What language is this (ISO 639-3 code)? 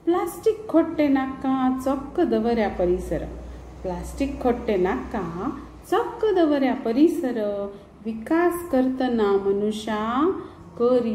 kok